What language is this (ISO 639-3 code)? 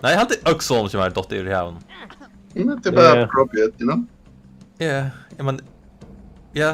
fao